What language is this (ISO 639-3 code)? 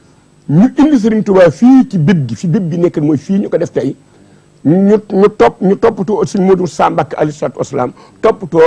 wol